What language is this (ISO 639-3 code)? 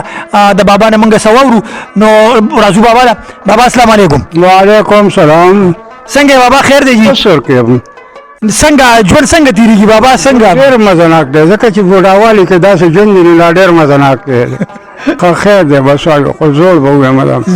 pus